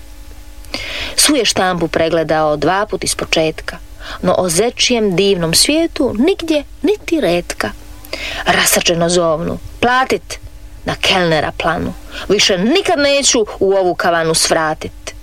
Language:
Croatian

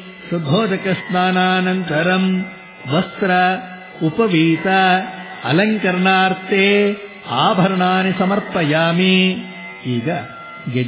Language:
Kannada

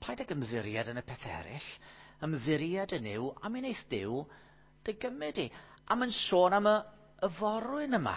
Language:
Welsh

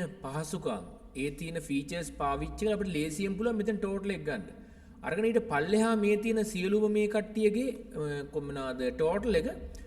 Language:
Sinhala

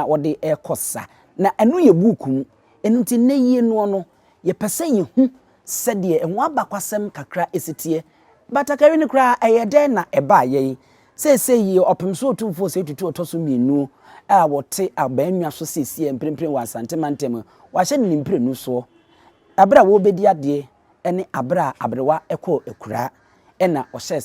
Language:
Akan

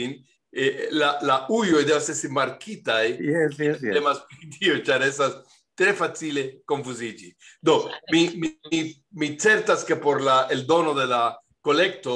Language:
Esperanto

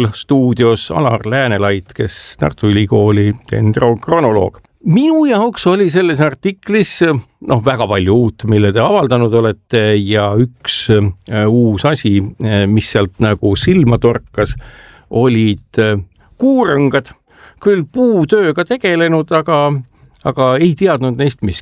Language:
Estonian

